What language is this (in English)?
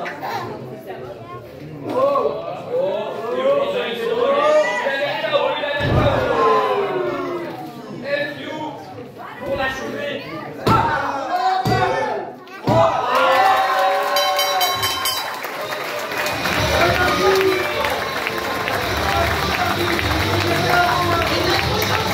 French